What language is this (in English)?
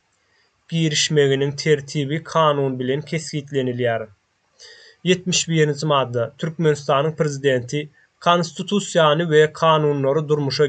Turkmen